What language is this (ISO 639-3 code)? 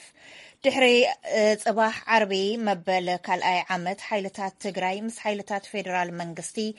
tir